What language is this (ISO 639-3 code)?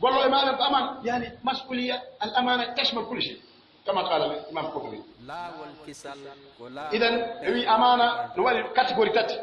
fuf